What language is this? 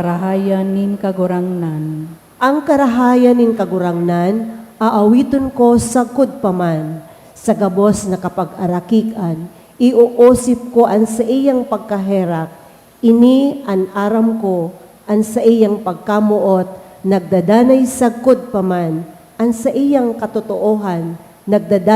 Bikol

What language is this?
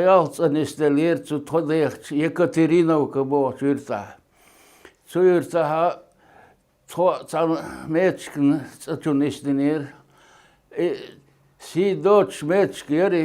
Chechen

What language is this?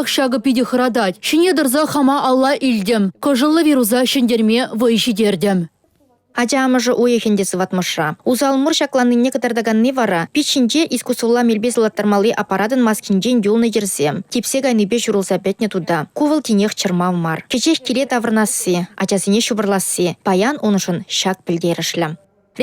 Chuvash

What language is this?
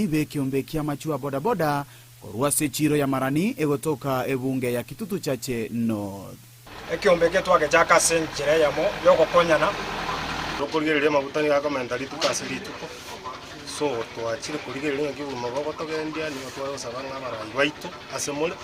Gusii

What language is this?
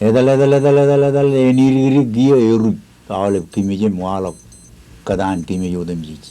Marshallese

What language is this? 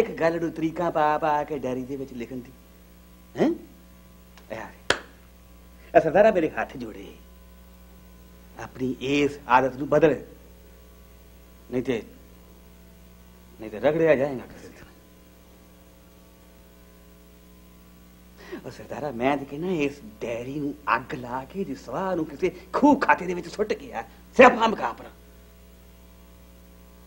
Punjabi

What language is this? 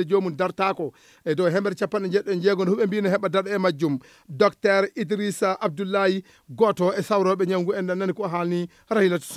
Fula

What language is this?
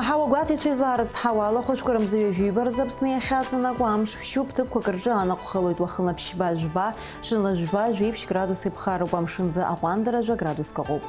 Abkhazian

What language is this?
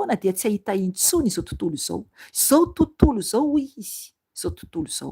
Malagasy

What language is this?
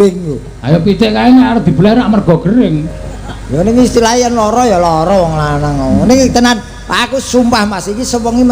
Javanese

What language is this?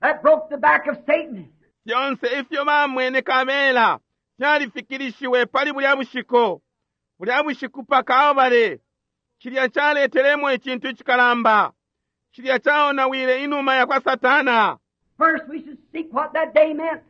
Bemba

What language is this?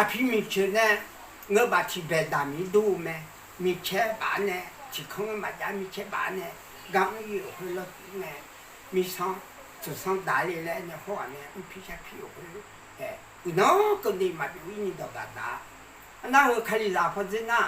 Akha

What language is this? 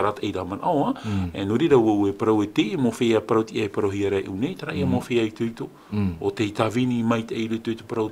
Tahitian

